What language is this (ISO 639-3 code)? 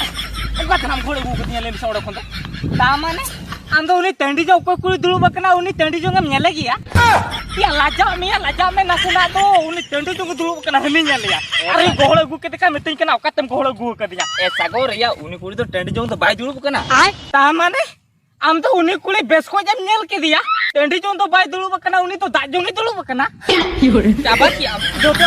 sat